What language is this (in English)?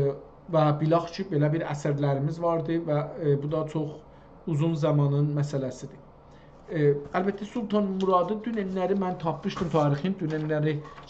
South Azerbaijani